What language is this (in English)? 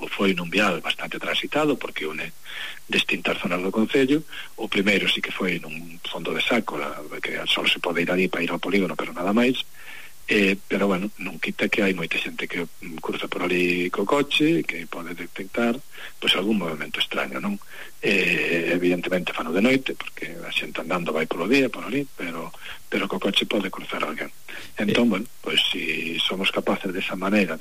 Galician